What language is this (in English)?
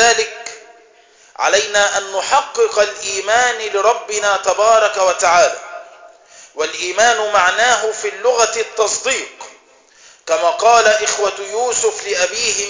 Arabic